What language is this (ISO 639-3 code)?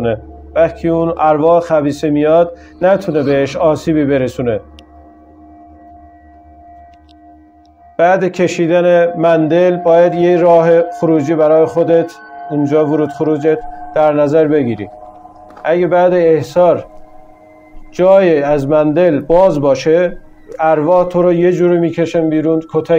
fas